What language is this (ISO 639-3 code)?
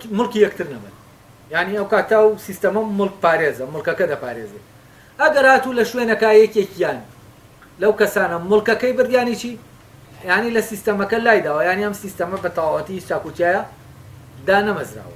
ckb